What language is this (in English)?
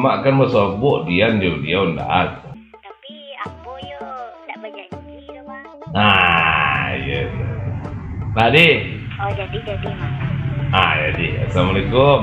Minangkabau